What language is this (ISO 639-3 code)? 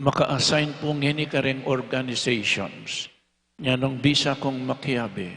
pam